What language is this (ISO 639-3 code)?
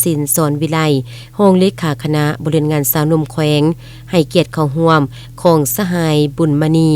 lao